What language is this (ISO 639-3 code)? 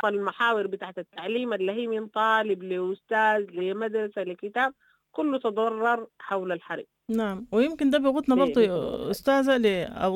apd